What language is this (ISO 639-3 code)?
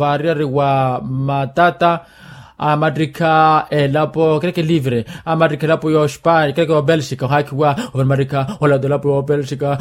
vmw